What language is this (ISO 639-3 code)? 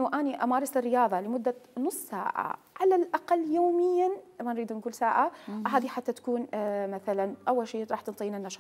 acm